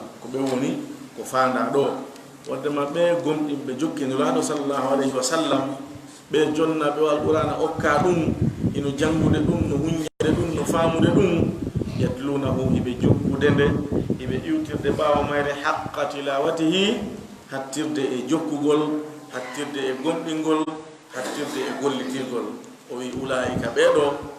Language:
Fula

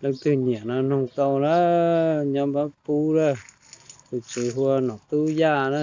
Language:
Hmong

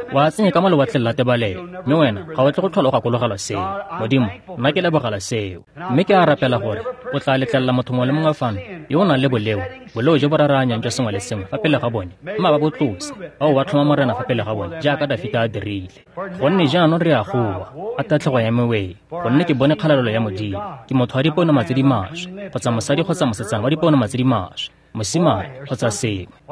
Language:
Tswana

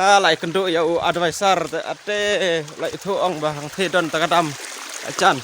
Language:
Khasi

